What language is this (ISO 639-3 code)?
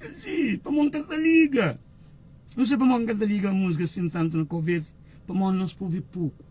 kea